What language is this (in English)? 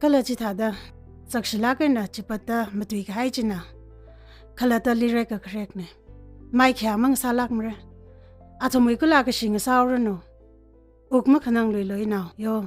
Tangkhul Naga (India)